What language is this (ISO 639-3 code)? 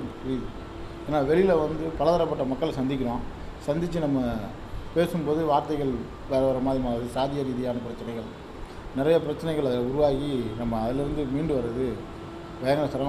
tam